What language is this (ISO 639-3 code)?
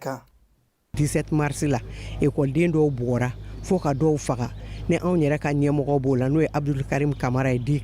bam